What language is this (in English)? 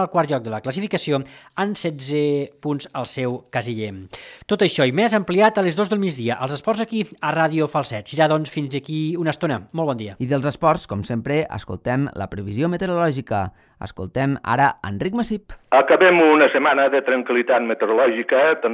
Catalan